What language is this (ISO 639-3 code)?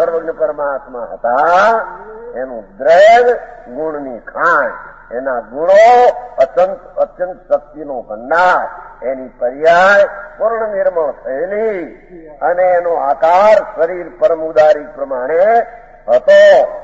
guj